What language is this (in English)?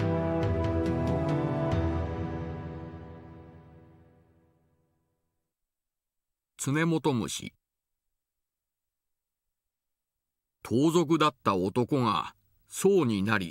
Japanese